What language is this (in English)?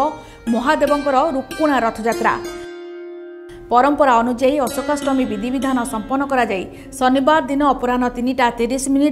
Odia